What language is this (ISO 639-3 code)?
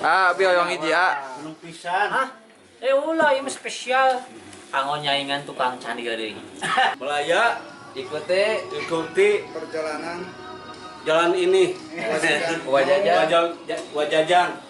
sun